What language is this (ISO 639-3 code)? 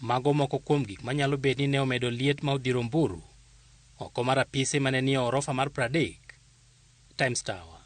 luo